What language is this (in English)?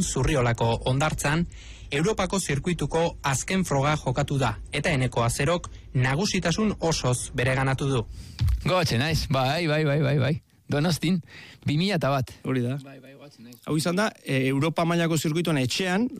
Basque